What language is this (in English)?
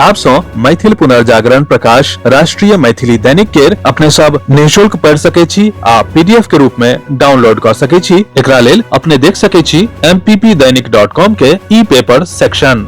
Maithili